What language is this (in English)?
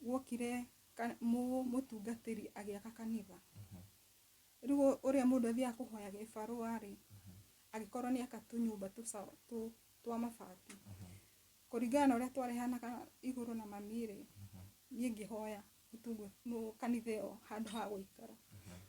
Kikuyu